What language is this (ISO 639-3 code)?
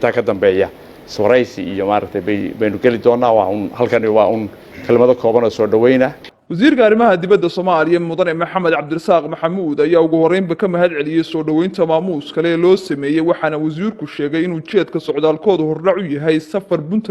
som